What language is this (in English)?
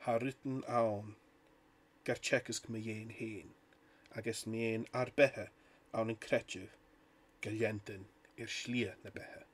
Scottish Gaelic